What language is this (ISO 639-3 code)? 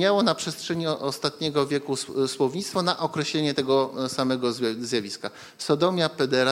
pol